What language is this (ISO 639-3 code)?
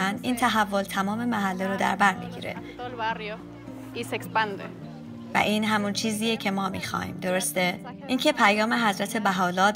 fas